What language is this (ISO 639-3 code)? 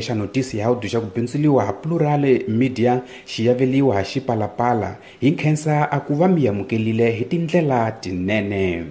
tso